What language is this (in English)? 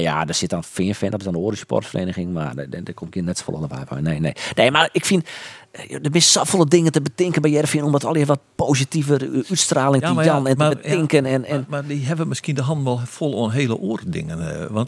Western Frisian